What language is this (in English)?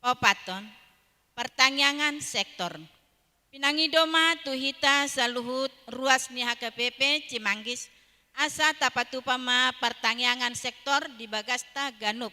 Batak Toba